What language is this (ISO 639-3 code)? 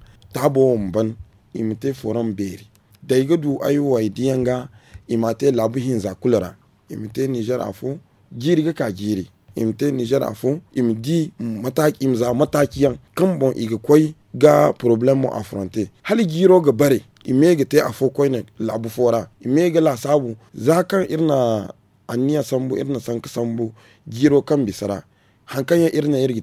dje